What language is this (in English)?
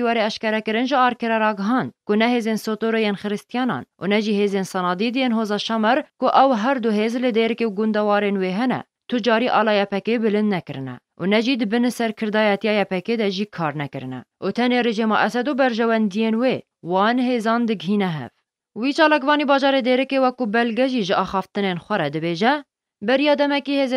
Kurdish